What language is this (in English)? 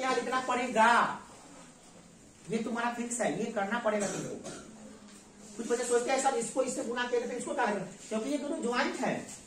Hindi